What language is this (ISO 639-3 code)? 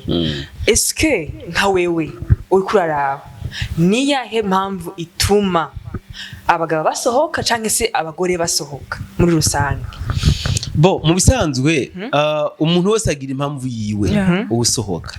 run